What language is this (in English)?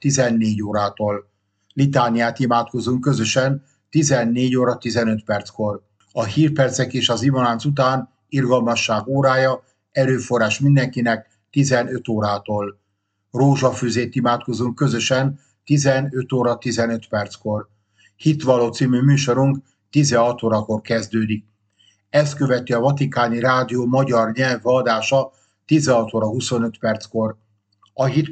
Hungarian